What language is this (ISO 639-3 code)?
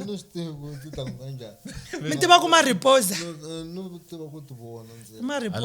tso